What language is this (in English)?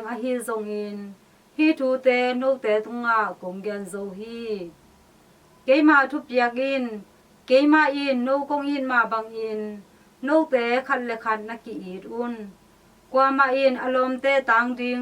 Tedim Chin